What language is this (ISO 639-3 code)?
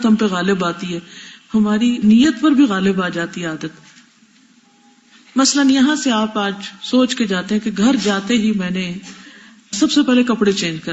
urd